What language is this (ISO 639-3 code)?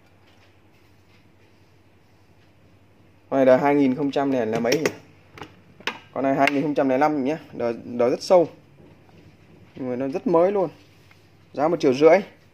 vie